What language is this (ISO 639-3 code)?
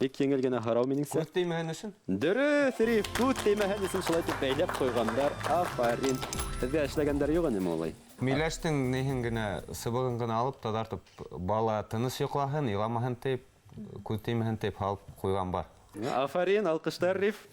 bak